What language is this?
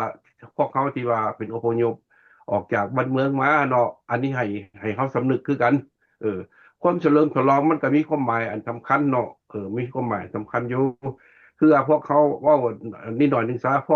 Lao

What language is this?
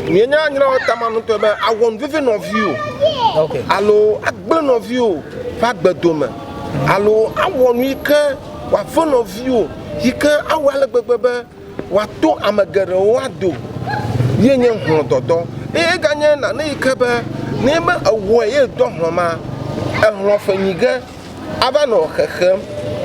Ewe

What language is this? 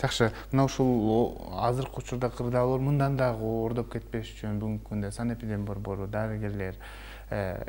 Kyrgyz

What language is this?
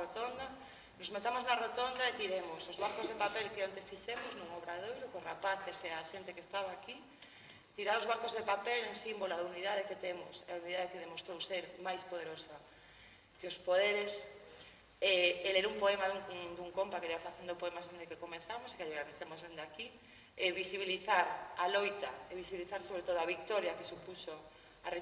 Galician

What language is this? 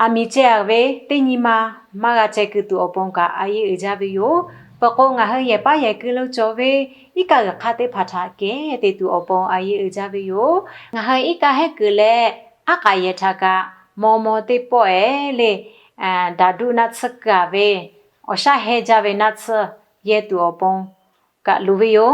Lahu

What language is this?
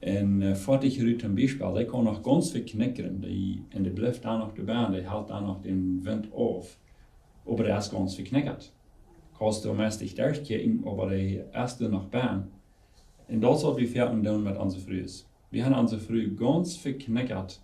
Plautdietsch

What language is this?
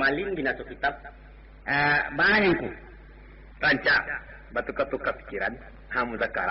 Minangkabau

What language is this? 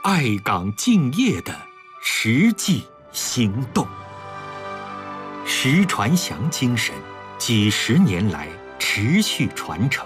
Chinese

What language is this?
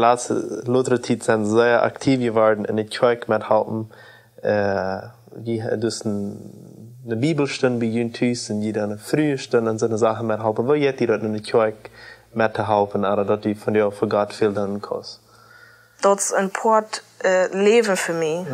Plautdietsch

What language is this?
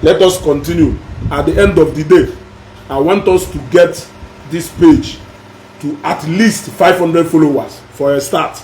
Igbo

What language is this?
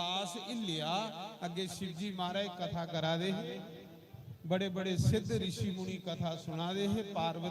Dogri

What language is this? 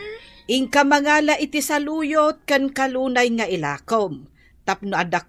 Iloko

